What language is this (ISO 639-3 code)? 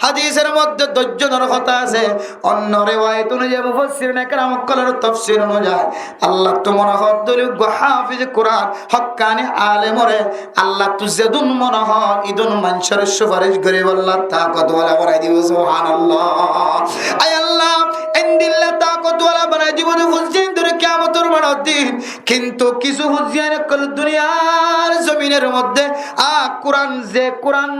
rhg